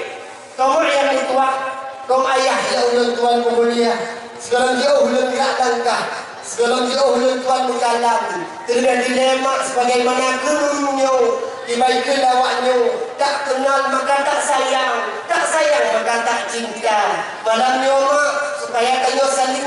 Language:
Achinese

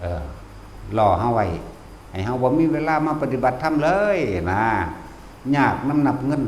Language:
Northeastern Thai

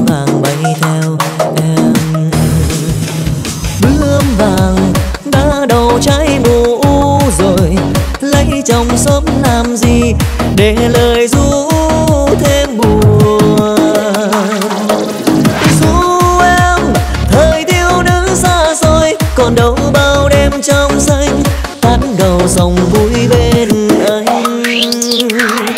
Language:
Vietnamese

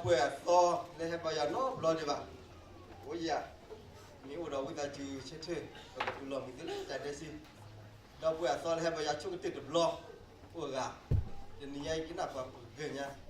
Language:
S'gaw Karen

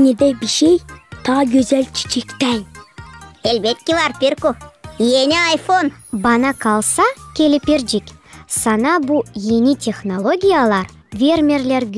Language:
Gagauz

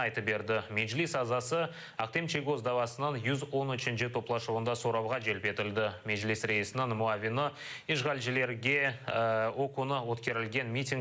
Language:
Crimean Tatar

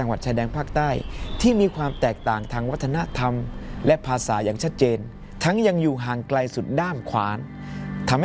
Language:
Thai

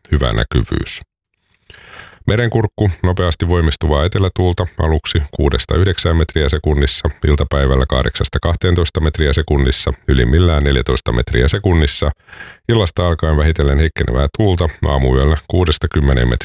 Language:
Finnish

